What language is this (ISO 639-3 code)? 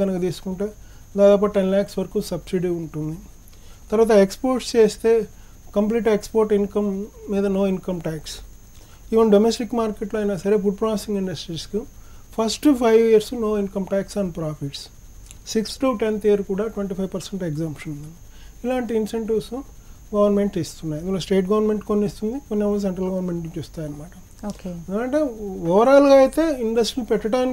tel